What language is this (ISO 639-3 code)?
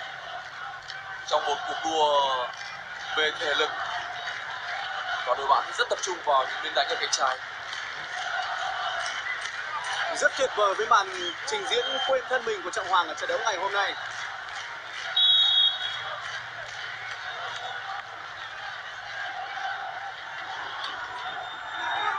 vie